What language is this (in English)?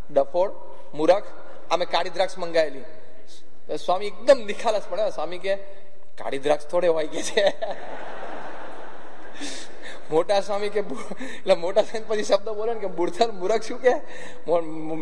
Gujarati